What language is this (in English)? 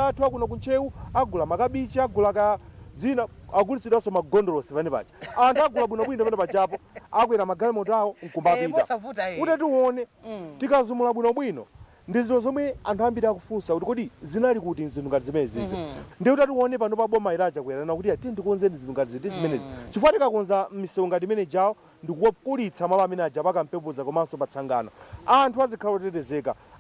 Nyanja